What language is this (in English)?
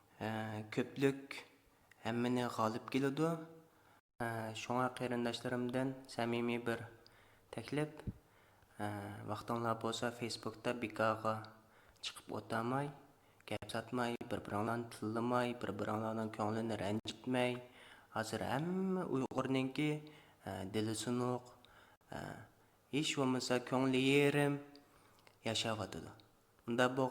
Uyghur